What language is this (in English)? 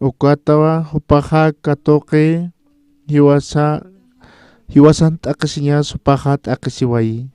Aymara